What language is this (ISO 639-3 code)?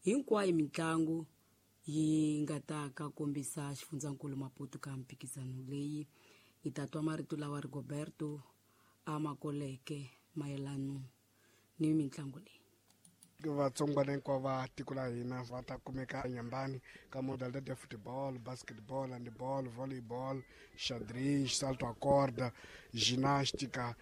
tso